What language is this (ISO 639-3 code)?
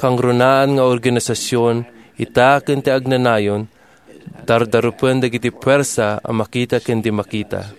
ilo